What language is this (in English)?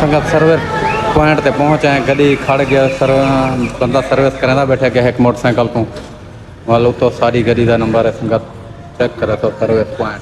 Saraiki